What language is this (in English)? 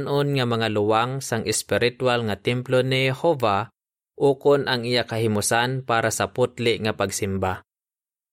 Hiligaynon